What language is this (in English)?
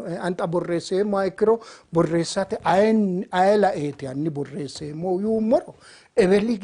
Sidamo